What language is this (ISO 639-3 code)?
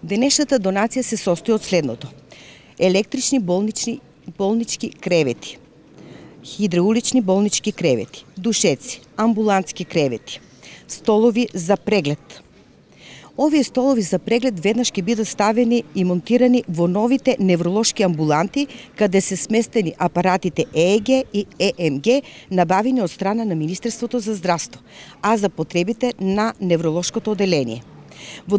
mkd